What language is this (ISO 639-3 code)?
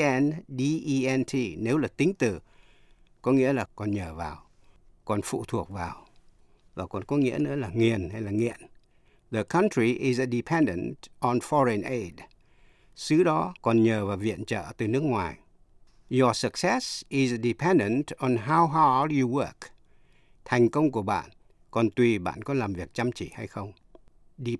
vie